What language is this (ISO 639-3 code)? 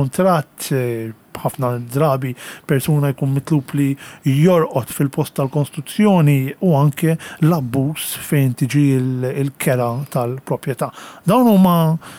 mlt